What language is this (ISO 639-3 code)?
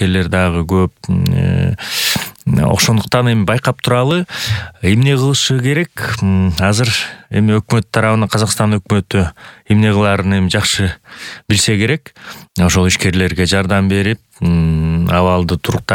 kir